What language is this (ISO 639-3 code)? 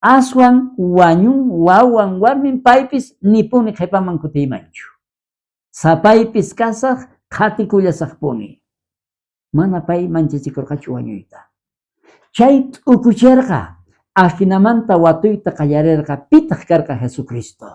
quh